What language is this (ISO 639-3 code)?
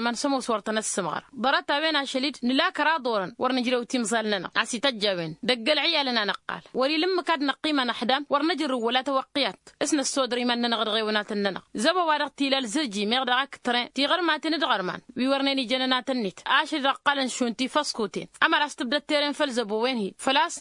taq